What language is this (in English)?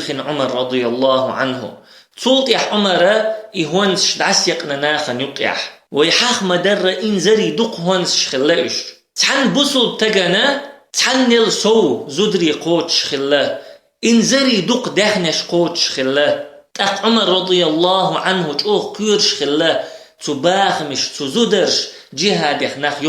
Chechen